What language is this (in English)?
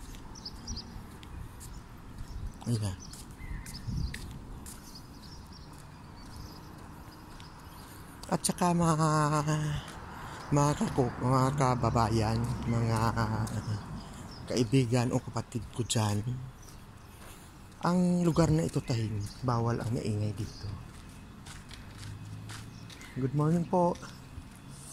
Filipino